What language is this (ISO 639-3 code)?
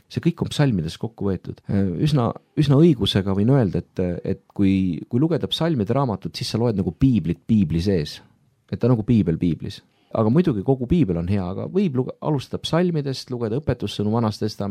est